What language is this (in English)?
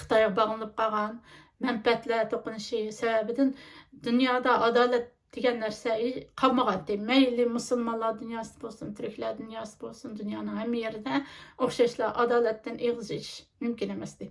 Uyghur